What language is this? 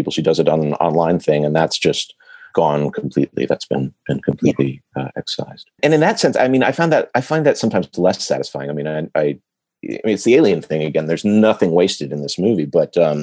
English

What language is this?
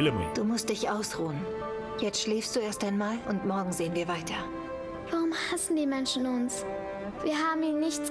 Bavarian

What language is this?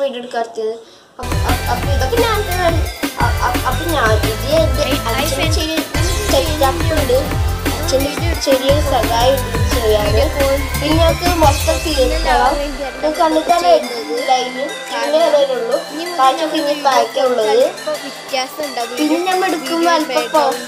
Malayalam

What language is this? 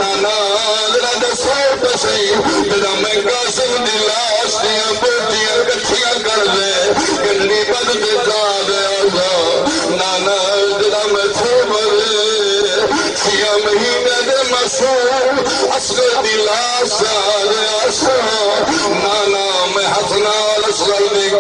Saraiki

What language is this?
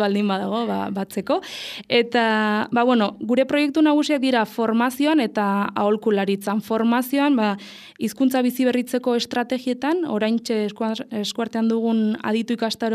Basque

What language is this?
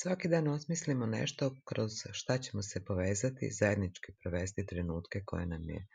Serbian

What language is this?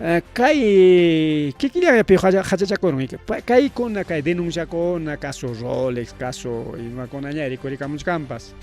Ayacucho Quechua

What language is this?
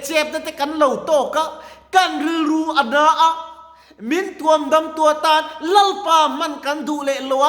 Mizo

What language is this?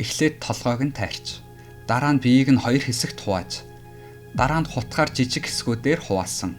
Mongolian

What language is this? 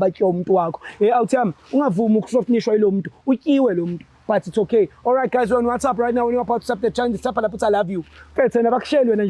Zulu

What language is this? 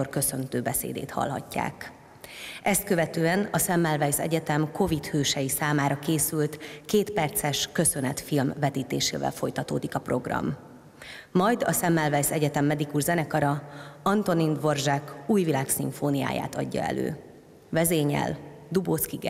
Hungarian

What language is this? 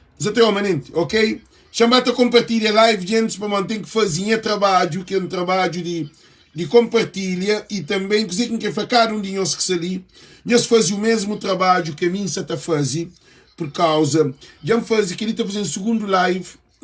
Kabuverdianu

